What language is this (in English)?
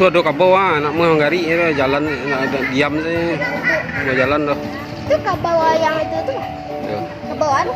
Minangkabau